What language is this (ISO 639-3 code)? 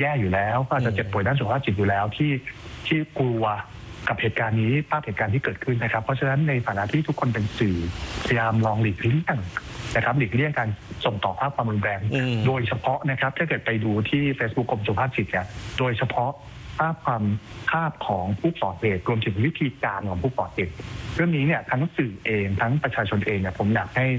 tha